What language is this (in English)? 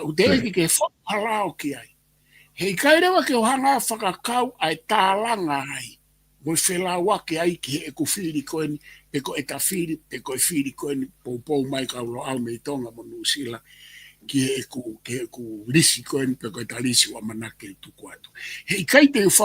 Tongan